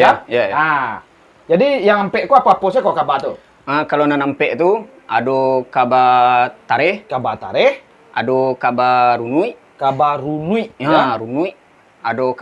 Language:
Minangkabau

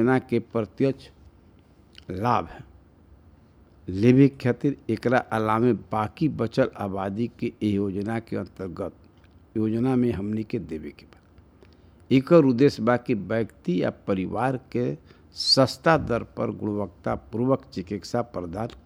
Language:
Bhojpuri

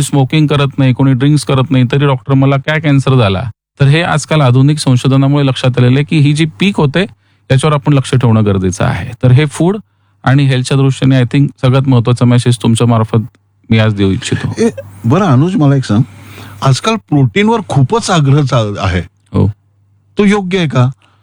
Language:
Marathi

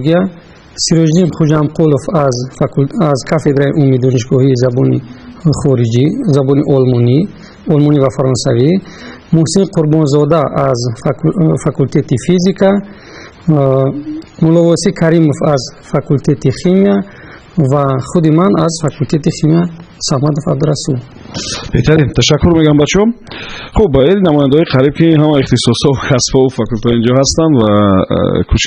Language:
Tajik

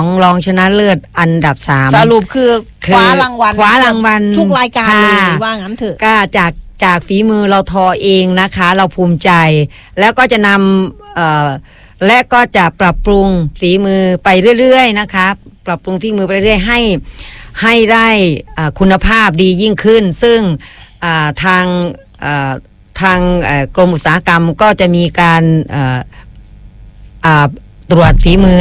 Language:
Thai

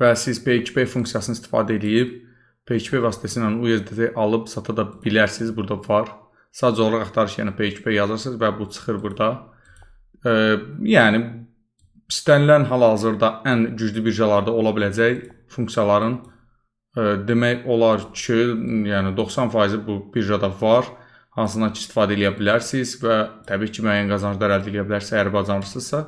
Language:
Azerbaijani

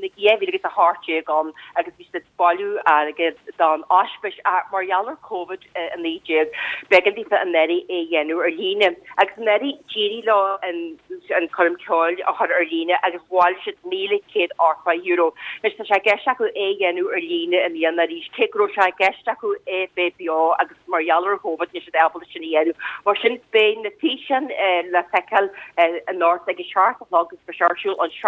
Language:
Irish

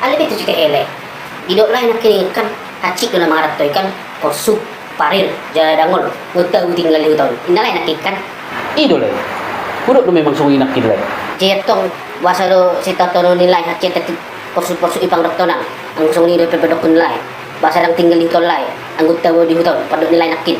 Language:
Batak Toba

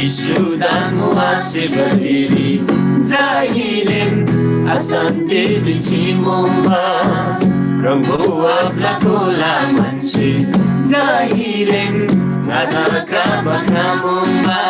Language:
Eastern Tamang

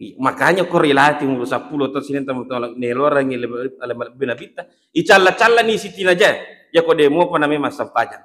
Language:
Buginese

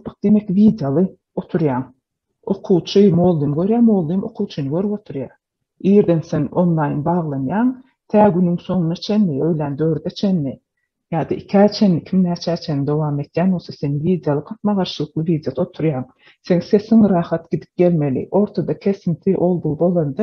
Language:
Turkmen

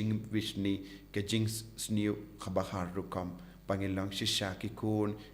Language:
Khasi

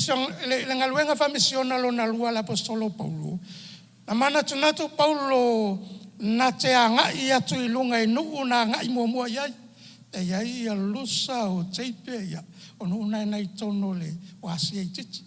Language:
Samoan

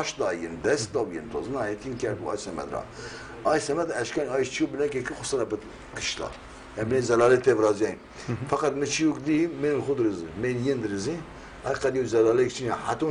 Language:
Zaza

